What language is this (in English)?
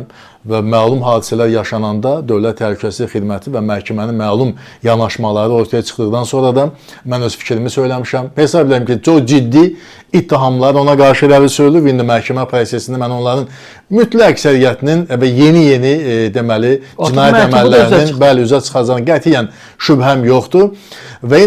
Azerbaijani